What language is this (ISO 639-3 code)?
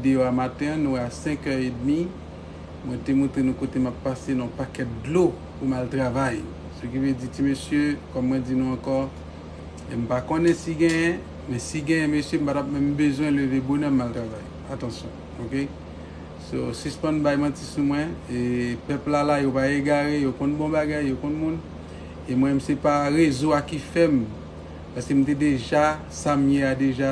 hat